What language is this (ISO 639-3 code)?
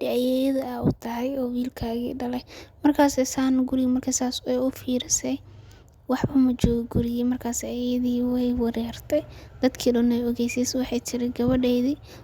som